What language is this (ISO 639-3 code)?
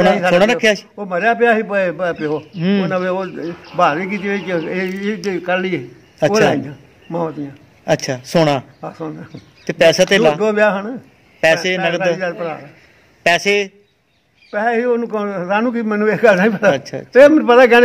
pan